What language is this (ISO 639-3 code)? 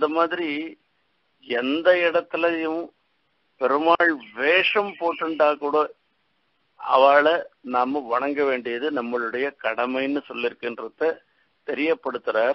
tam